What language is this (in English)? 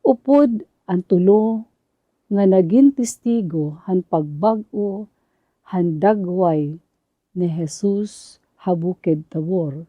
Waray